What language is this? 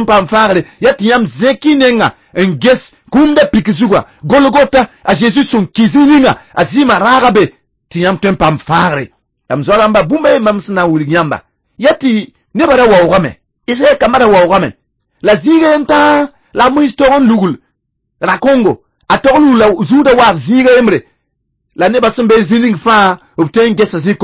Mossi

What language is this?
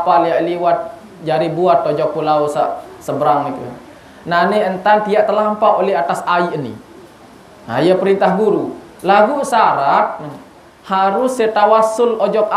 Sasak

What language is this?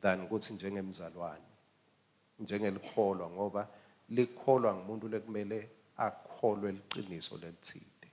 Swati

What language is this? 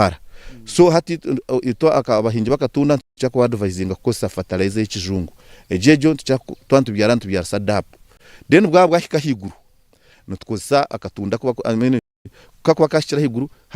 Nyankole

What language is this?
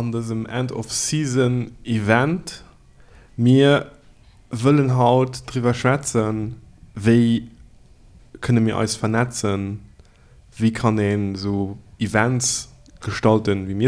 Luxembourgish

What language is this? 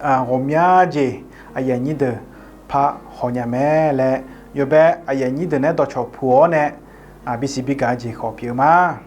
Akha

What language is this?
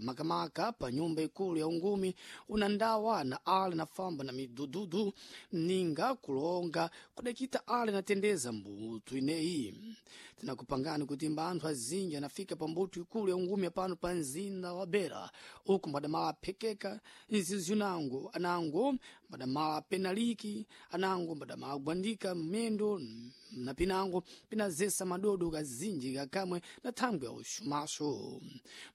Sena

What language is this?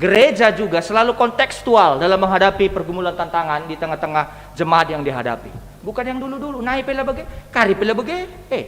Batak Karo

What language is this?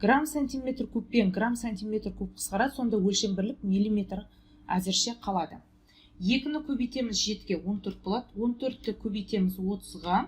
Kazakh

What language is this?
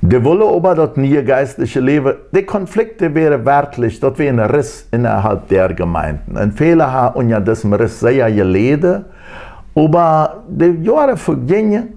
Plautdietsch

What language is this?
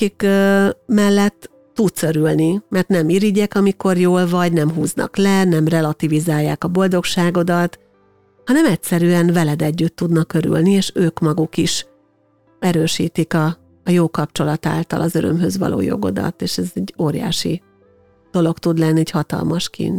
Hungarian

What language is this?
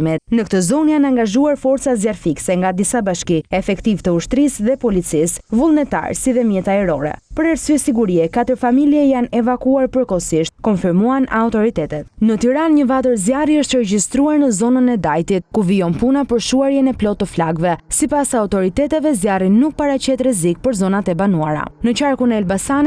Albanian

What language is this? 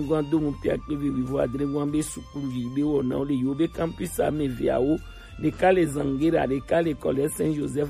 Gen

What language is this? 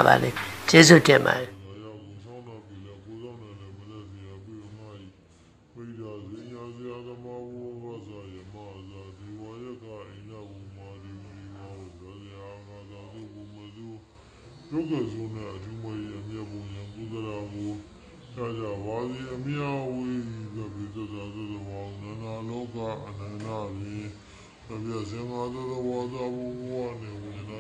Burmese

